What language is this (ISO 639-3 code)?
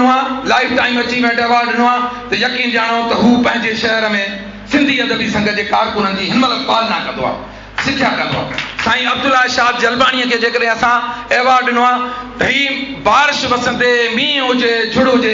snd